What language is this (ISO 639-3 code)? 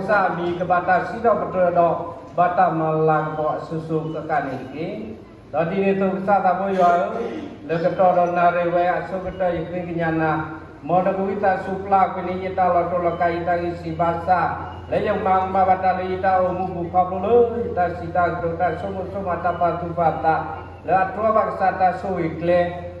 ksw